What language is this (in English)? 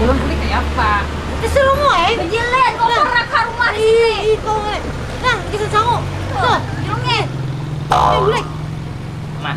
Banjar